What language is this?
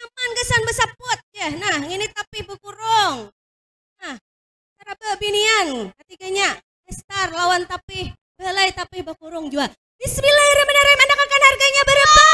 Banjar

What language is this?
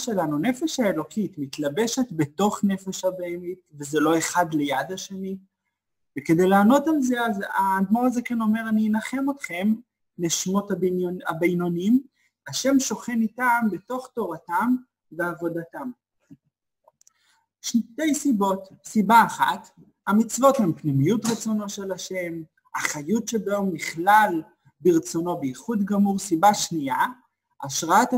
Hebrew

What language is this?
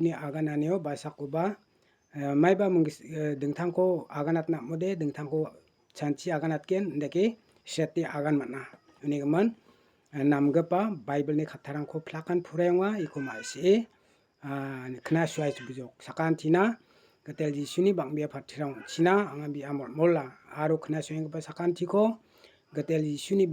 Garo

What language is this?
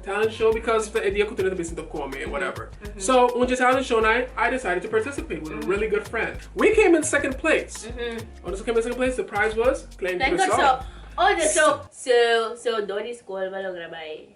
Papiamento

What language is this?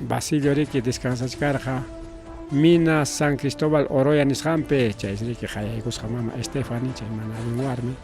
Ayacucho Quechua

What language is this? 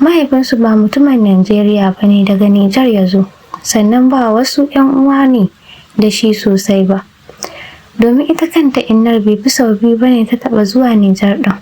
Hausa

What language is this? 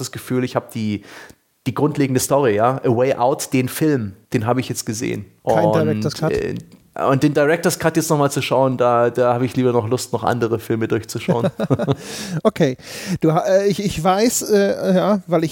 German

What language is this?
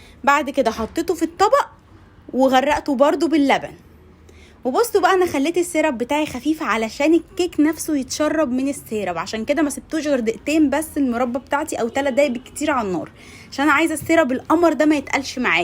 Egyptian Arabic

